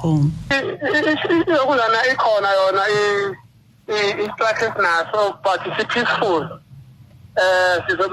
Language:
Zulu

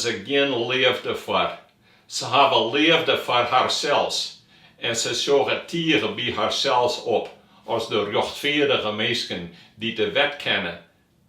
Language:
Western Frisian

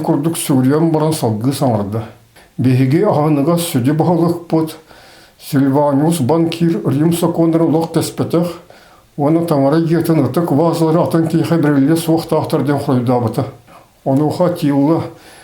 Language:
Yakut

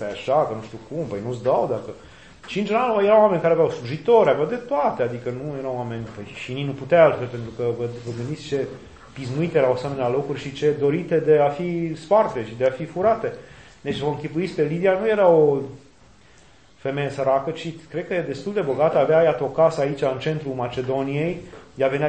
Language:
Romanian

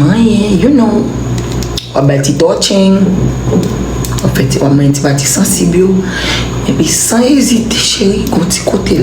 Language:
Haitian Creole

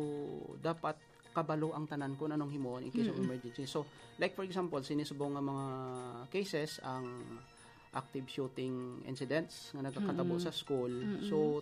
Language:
Hiligaynon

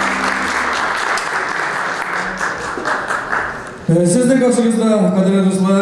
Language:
Kazakh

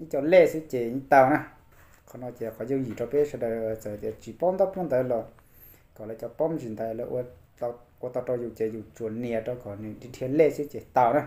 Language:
Hmong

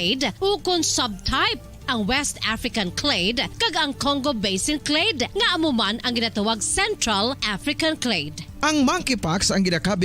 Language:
Hiligaynon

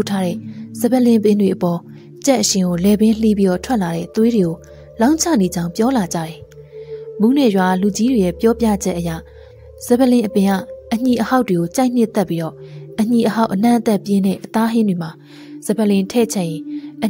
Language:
Burmese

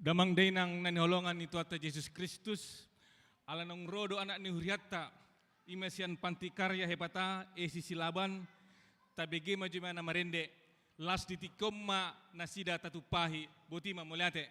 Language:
Batak Toba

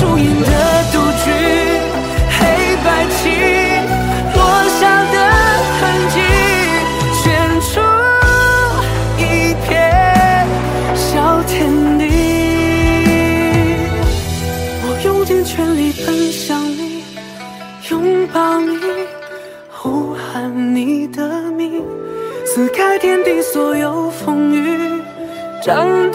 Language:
Chinese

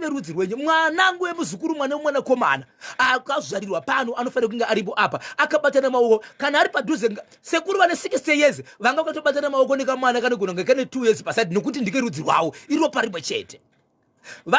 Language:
Shona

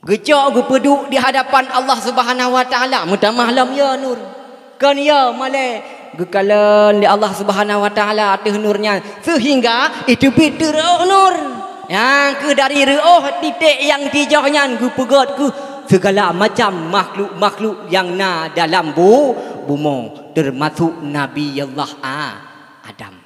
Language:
Achinese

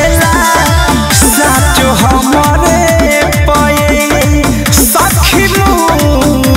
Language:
Bhojpuri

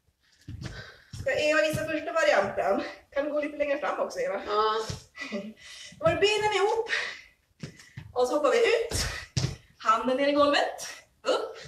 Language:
Swedish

